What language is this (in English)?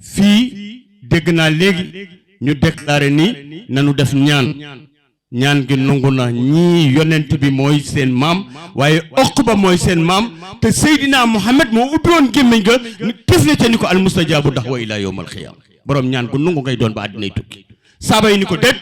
Wolof